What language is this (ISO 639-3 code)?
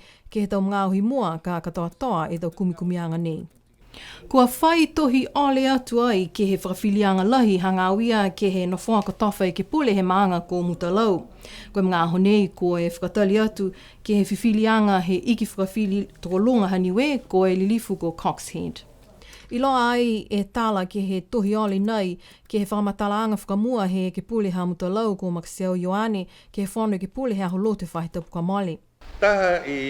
niu